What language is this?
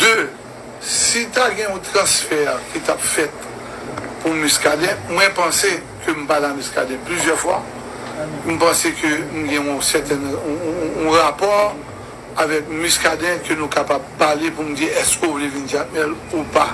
Haitian Creole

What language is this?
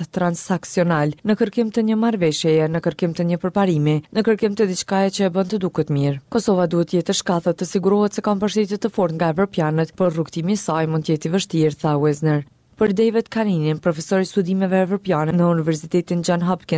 Albanian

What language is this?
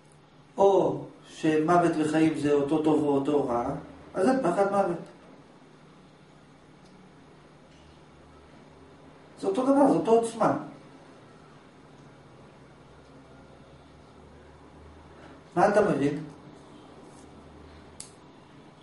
Hebrew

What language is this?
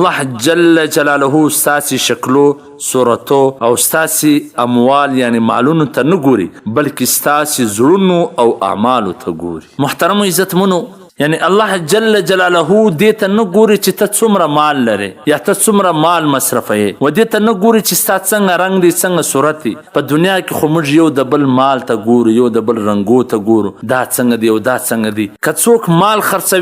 Pashto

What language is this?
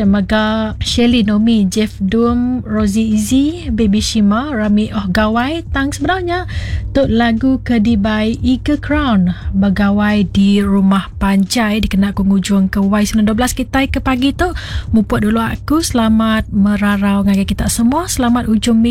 Iban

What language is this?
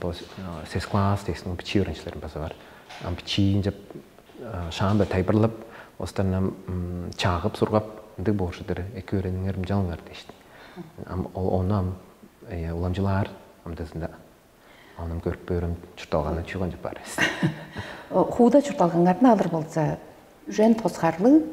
Tuvinian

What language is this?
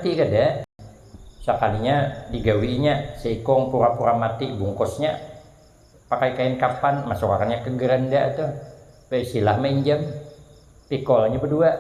Banjar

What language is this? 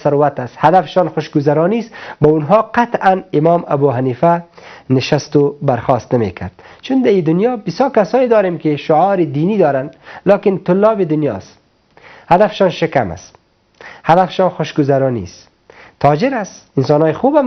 Persian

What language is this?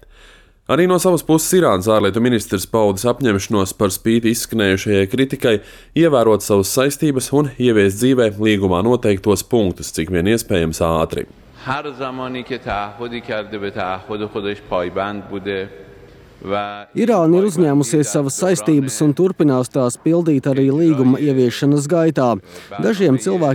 Latvian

